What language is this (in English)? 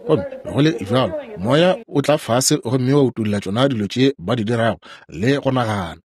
Northern Sotho